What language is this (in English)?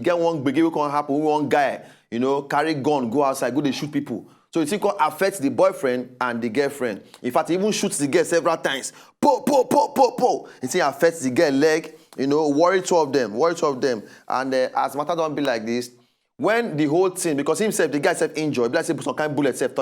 Nigerian Pidgin